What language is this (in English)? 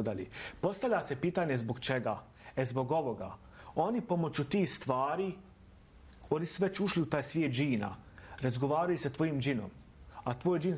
Bosnian